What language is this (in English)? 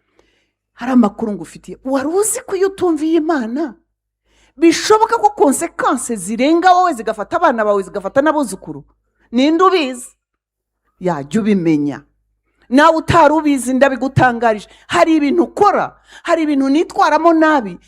Kinyarwanda